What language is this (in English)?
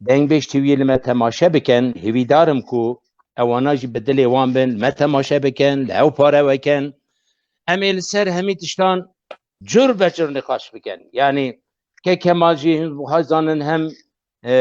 Kurdish